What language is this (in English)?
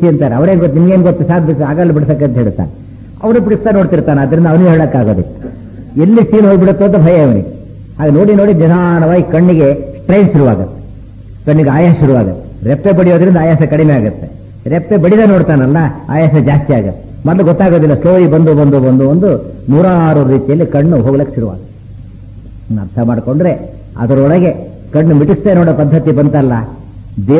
Kannada